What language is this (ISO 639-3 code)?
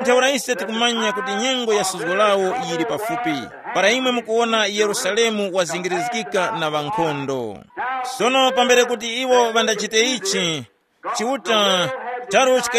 tum